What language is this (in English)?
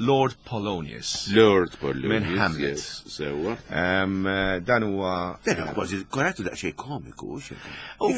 Maltese